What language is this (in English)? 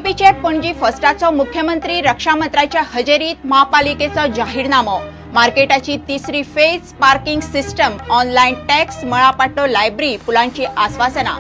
Konkani